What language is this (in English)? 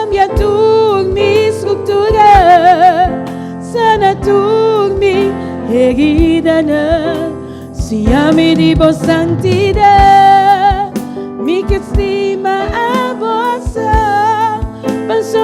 Papiamento